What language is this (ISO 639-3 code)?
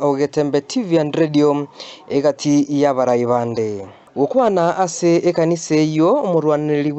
guz